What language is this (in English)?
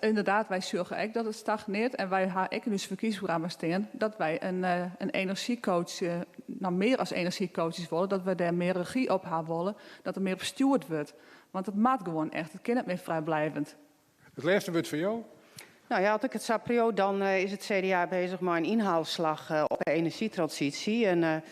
Western Frisian